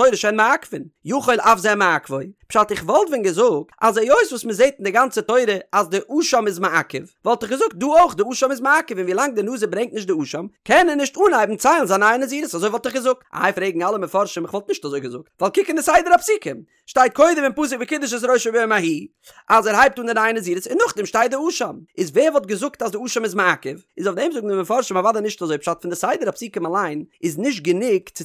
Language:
Yiddish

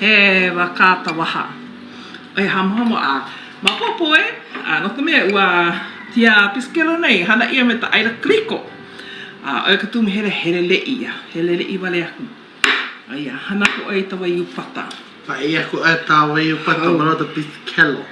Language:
Hawaiian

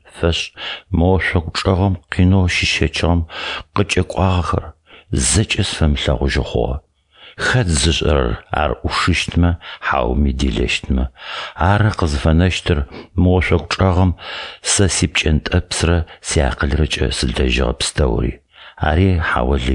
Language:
Adyghe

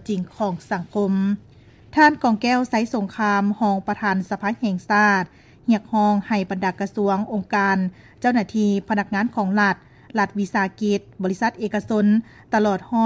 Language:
Lao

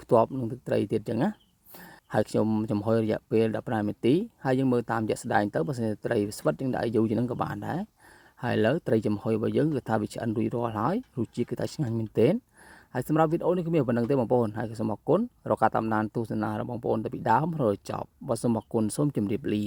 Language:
Khmer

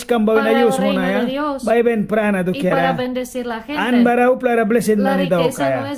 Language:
Mískito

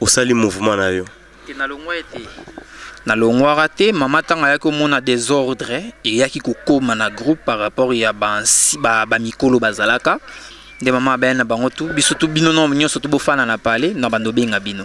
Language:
Lingala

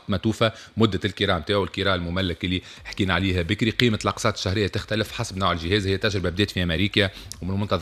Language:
Tunisian Arabic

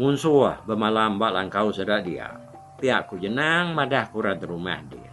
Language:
Iban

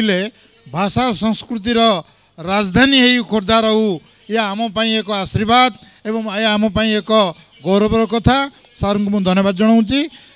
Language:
Odia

